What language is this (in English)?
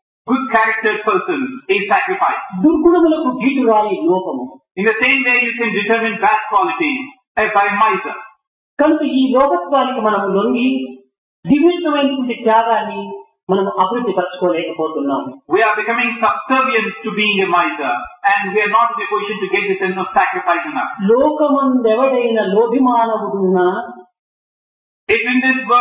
Telugu